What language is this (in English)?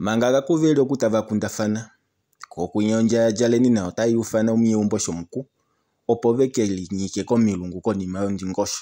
Kuanyama